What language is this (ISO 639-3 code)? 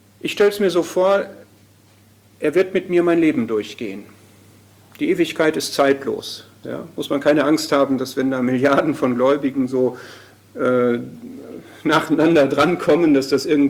deu